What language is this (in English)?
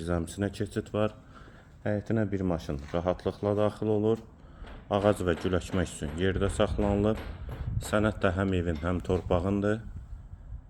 Azerbaijani